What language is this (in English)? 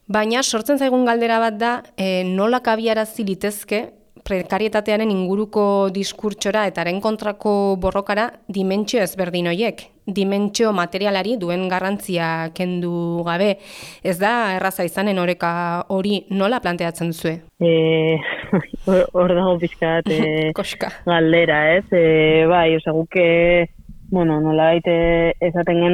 Basque